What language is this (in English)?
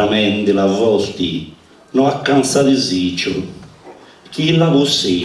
Sardinian